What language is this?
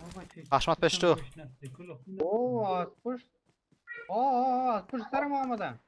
Persian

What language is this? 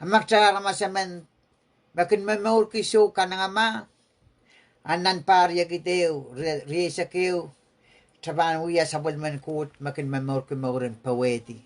Pohnpeian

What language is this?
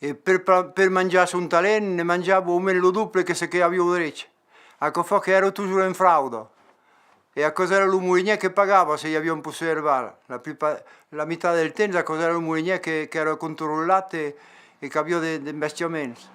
Occitan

